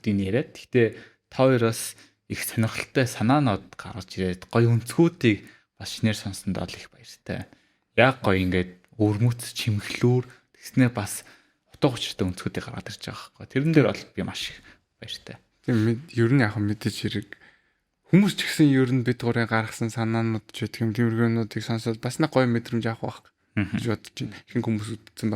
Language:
Mongolian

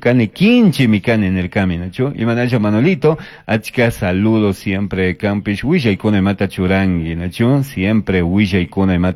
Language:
Chimborazo Highland Quichua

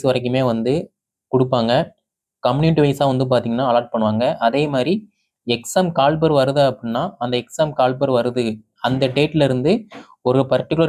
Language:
Tamil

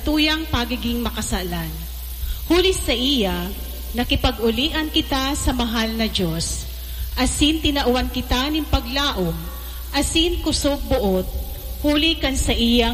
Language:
Bikol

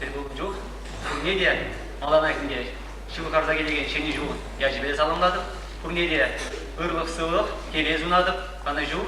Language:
Chuvash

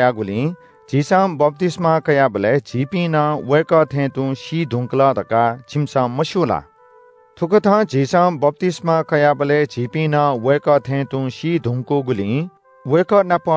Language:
Newari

